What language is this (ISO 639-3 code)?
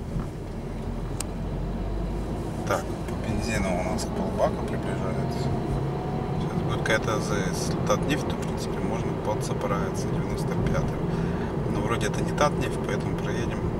rus